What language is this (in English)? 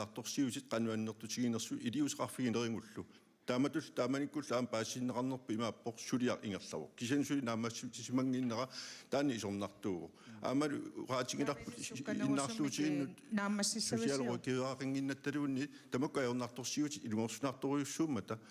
Kalaallisut